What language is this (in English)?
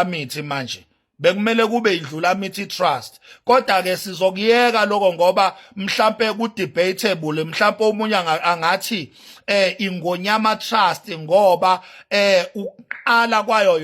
Zulu